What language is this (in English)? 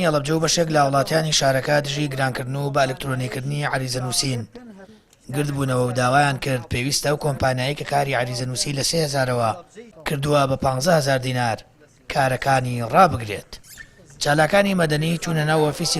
Central Kurdish